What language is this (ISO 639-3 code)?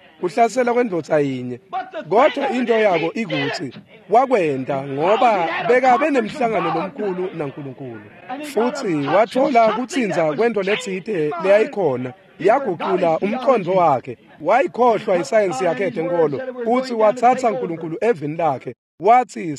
ssw